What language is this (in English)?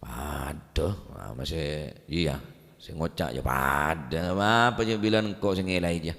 Madurese